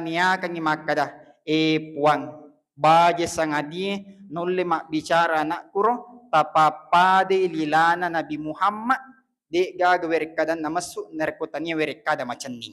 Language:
Buginese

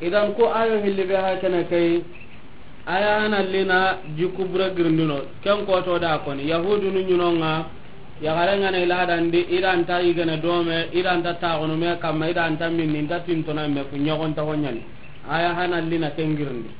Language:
Soninke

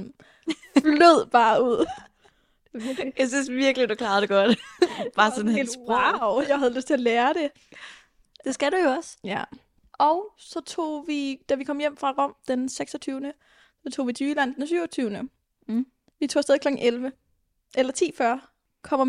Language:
Danish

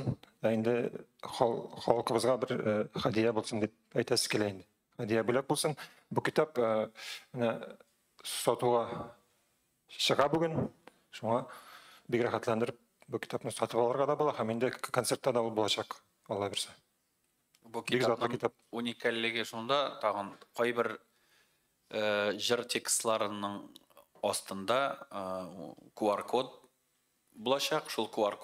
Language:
Tatar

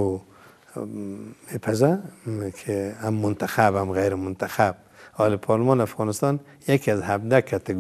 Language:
Persian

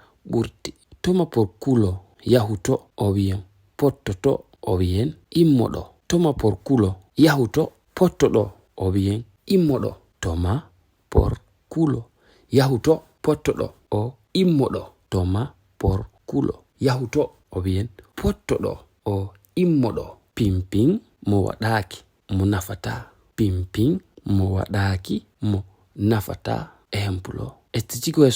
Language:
Fula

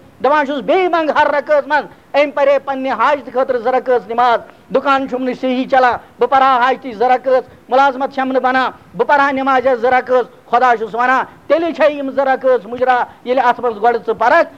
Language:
Kashmiri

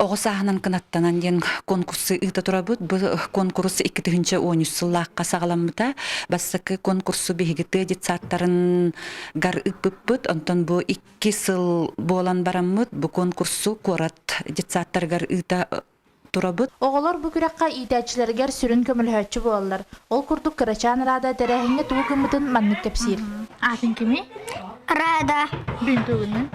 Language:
Yakut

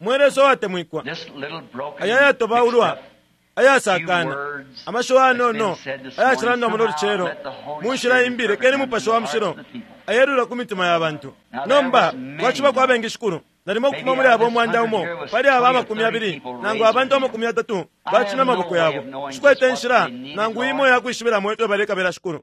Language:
Bemba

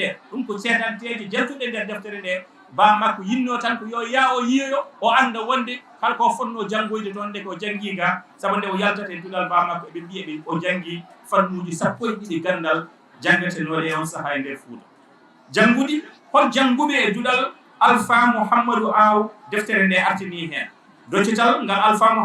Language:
Fula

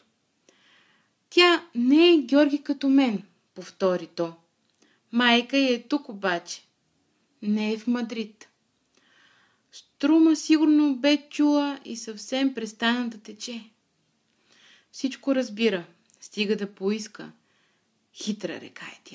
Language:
Bulgarian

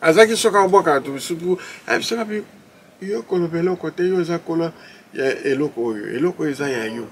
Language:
Lingala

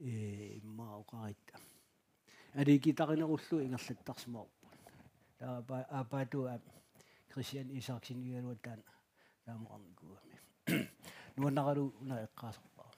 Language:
Kalaallisut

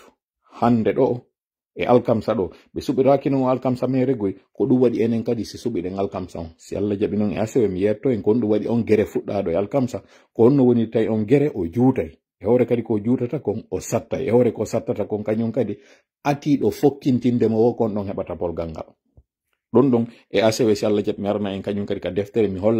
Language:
Pular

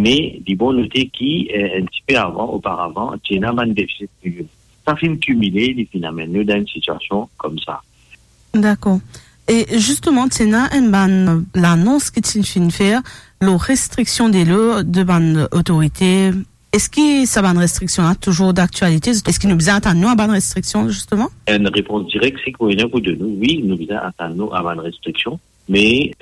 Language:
Morisyen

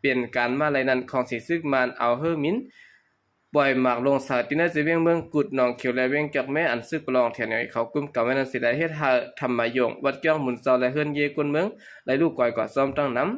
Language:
Shan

